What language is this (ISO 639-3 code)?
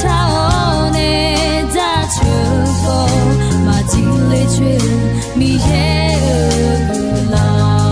ahk